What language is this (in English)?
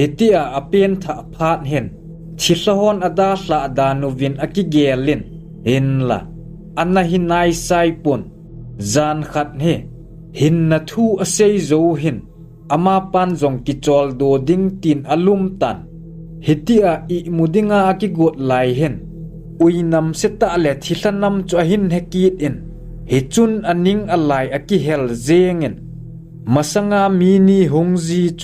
Thado Chin